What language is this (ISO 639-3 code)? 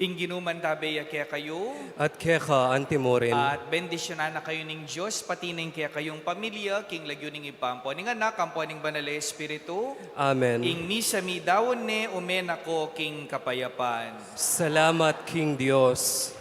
pam